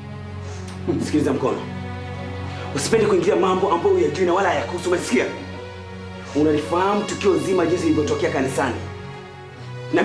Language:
Swahili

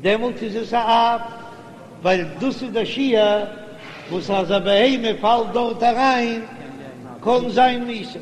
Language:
Yiddish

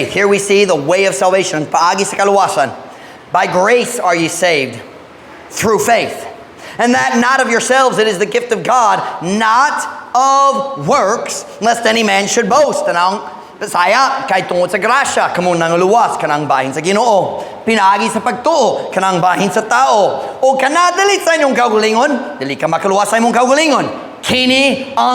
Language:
Cebuano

